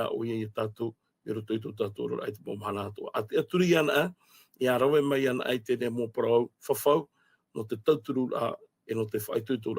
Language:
Tahitian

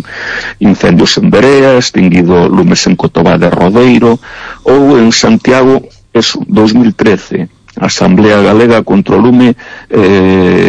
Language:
Galician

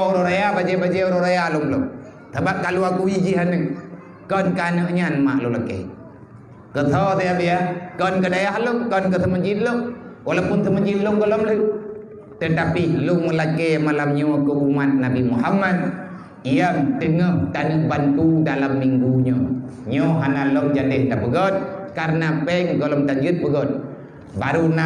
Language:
Achinese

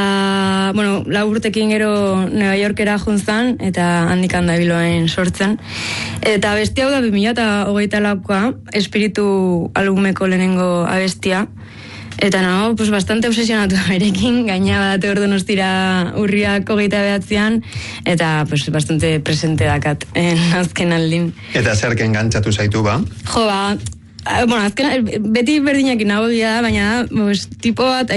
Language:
Basque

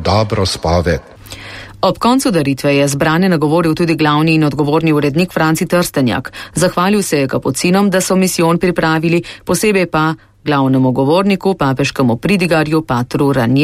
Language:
Slovenian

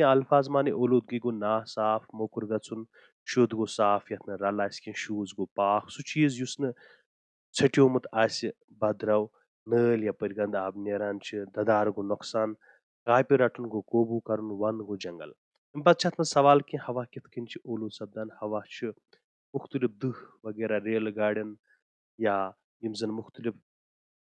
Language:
Kashmiri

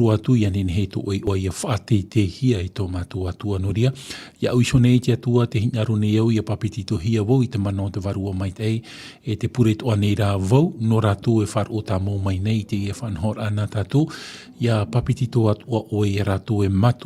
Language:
Tahitian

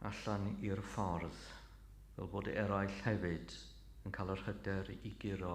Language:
Welsh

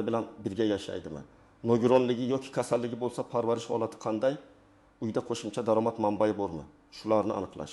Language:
Uzbek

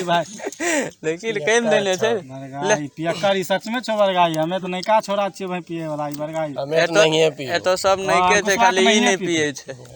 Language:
Maithili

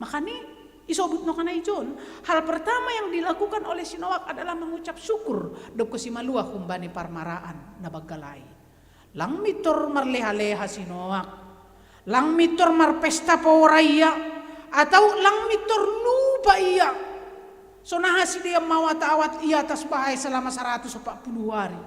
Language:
Batak Simalungun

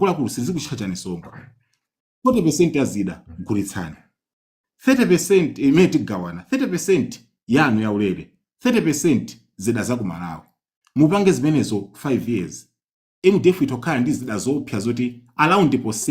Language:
Nyanja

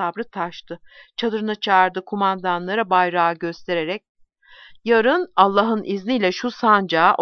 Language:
Turkish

